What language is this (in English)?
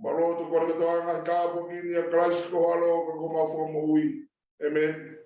Tongan